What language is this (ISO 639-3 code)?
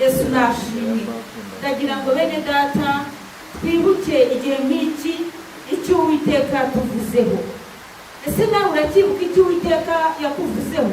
kin